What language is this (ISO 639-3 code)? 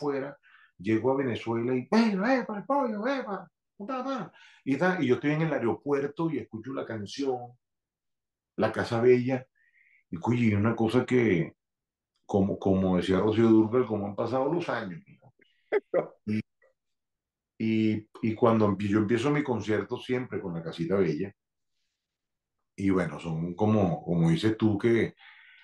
spa